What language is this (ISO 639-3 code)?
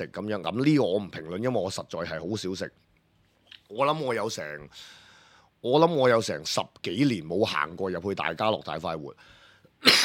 yue